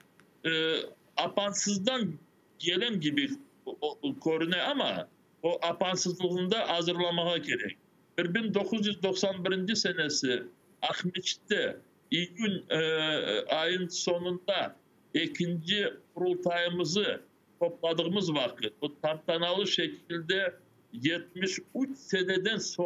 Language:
Crimean Tatar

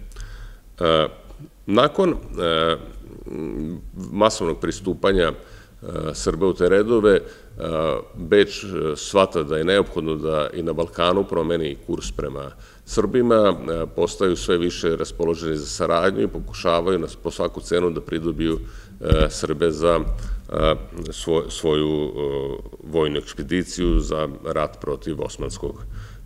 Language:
Serbian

